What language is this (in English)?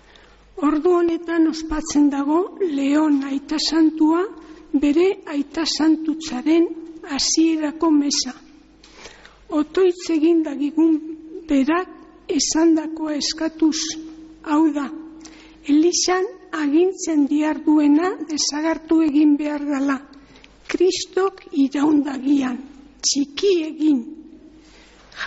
Basque